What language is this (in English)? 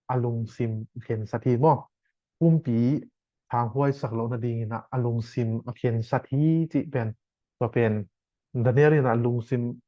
Tedim Chin